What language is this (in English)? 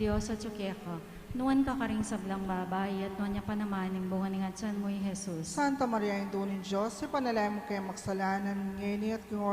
Pampanga